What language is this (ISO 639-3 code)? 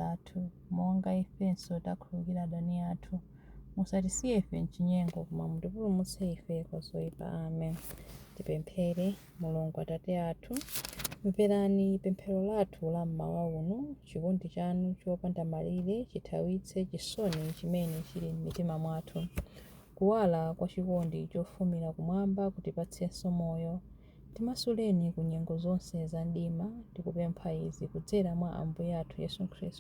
nya